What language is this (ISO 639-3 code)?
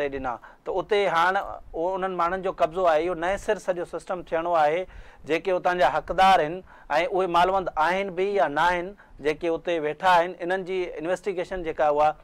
snd